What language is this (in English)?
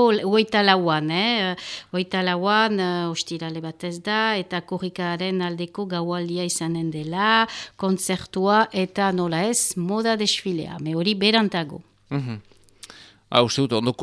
Basque